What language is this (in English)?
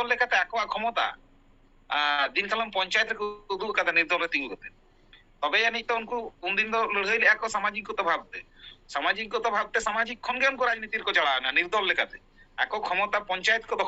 Santali